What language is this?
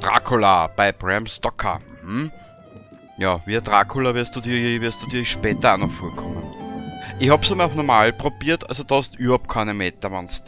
Bavarian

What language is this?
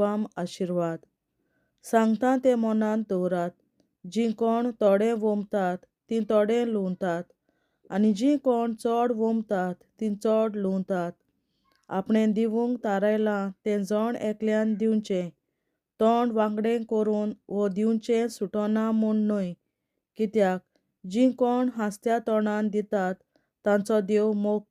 Konkani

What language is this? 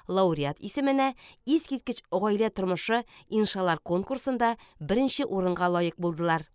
Tatar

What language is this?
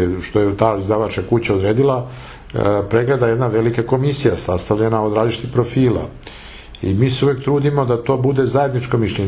Serbian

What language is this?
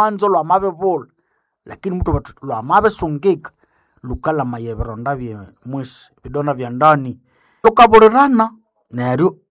Nande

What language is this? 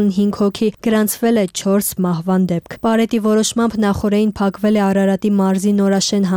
Armenian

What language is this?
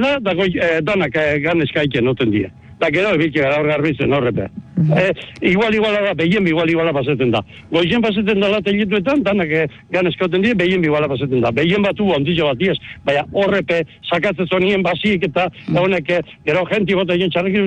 Basque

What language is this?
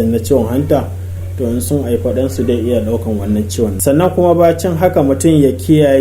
Hausa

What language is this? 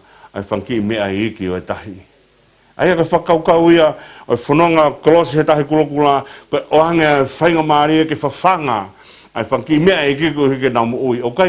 Tongan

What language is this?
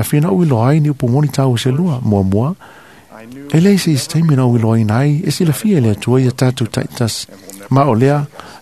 Samoan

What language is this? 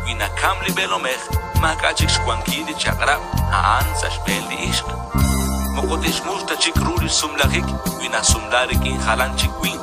Kekchí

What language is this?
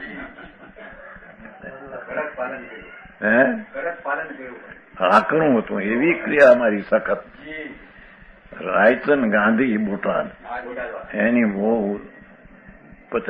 Gujarati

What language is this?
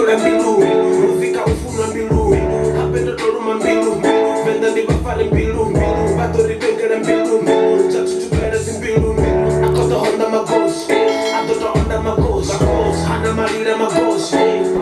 Venda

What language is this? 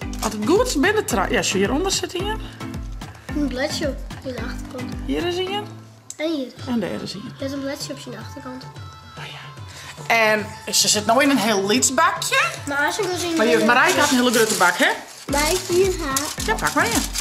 Western Frisian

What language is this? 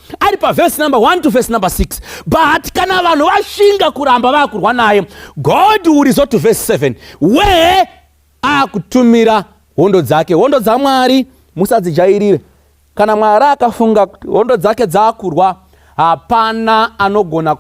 Shona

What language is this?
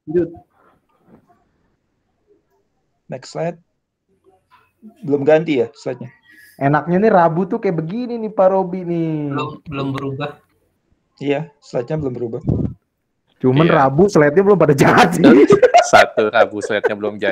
Indonesian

